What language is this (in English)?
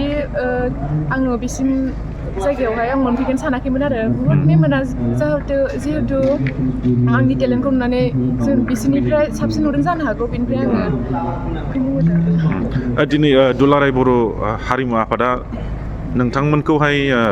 Bodo